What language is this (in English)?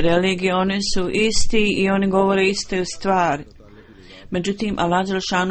Bosnian